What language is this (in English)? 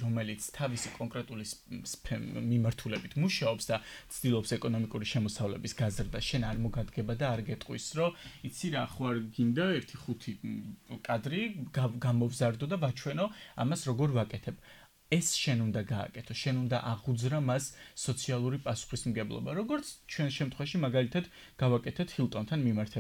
Georgian